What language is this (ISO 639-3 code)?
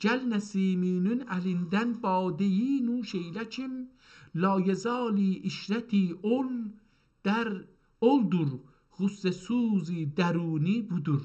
azb